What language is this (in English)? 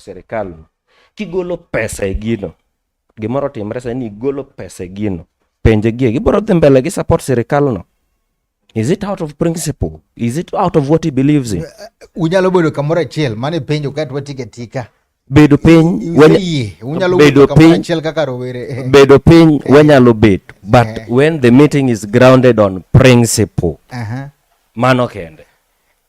Luo (Kenya and Tanzania)